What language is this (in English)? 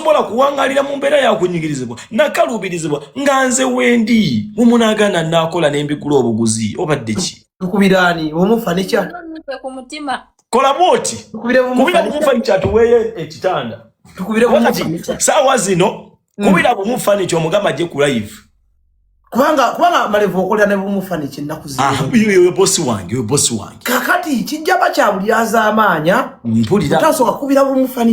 Ganda